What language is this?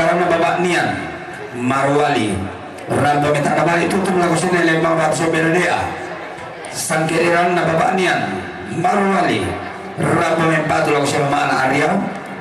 Toraja-Sa'dan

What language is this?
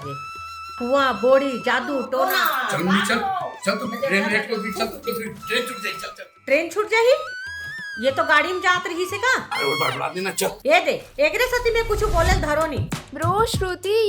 Chhattisgarhi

